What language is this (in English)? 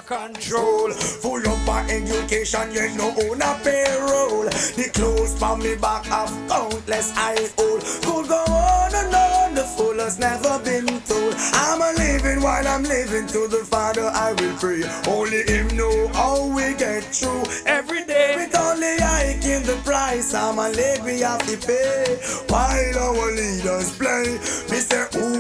Jamaican Creole English